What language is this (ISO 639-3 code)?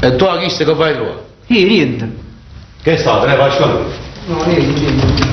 nap